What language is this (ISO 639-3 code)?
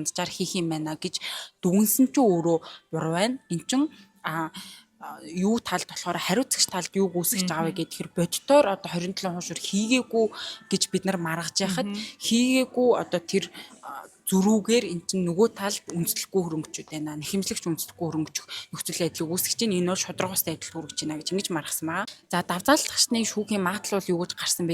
mon